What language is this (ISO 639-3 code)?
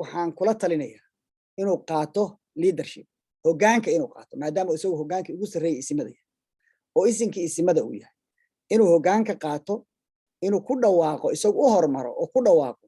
som